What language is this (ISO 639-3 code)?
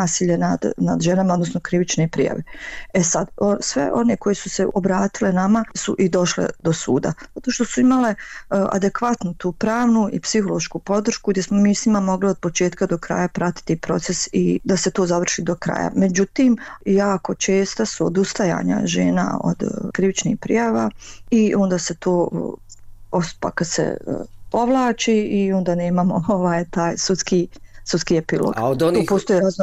bos